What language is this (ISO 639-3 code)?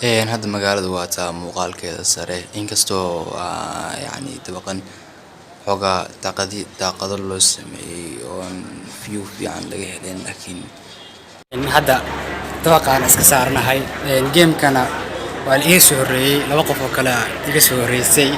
som